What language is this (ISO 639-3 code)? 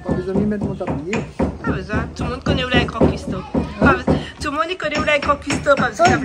rcf